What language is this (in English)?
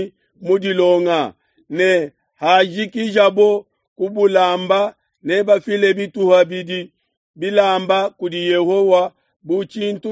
Luba-Lulua